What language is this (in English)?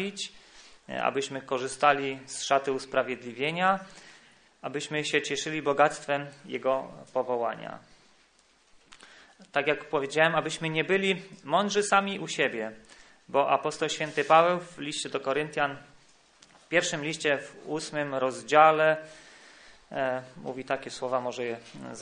Polish